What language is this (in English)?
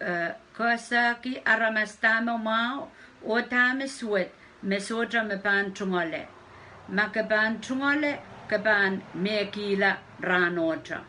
Pohnpeian